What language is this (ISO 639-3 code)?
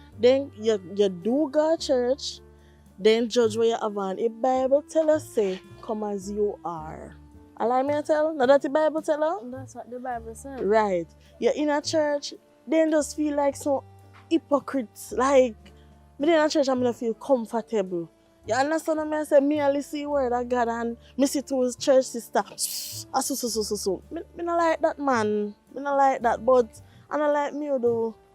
jam